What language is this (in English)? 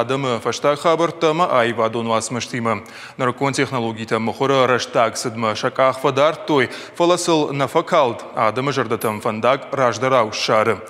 Ossetic